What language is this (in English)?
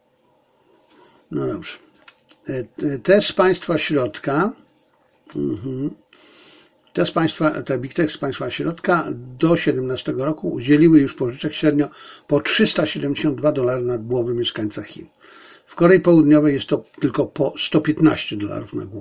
Polish